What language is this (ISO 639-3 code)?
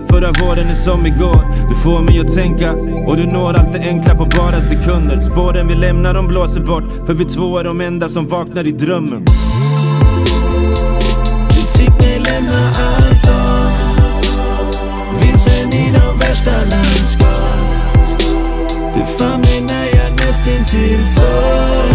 swe